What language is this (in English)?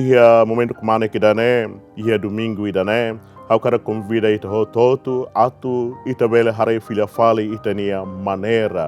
Tetum